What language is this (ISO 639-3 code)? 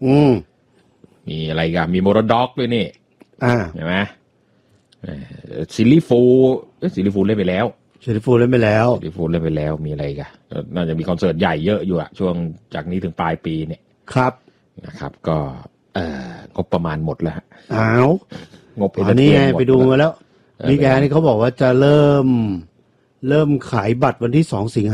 tha